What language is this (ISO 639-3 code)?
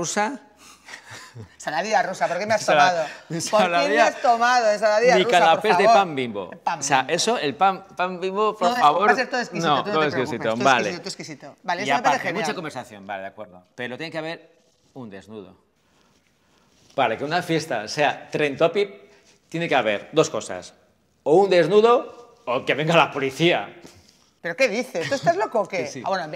spa